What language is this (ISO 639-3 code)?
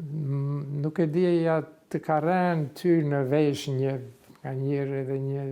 sqi